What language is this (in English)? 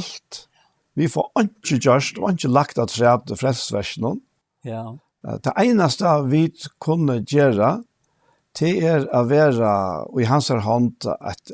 Faroese